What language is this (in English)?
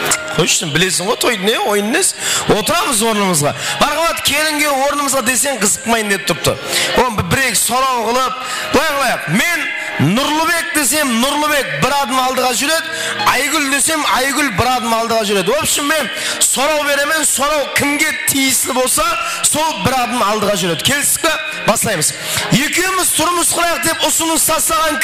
Kara-Kalpak